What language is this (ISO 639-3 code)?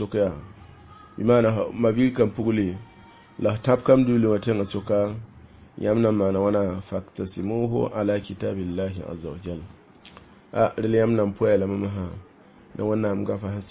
mos